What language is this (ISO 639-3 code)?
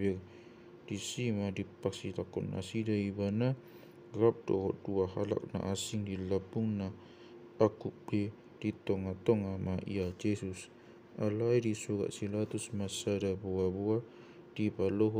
bbc